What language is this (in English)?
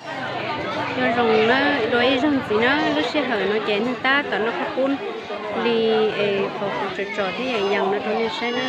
Hmong